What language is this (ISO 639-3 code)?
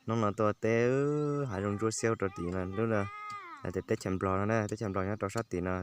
hmn